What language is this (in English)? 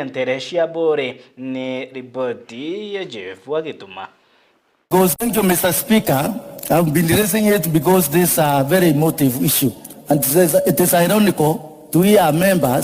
Meru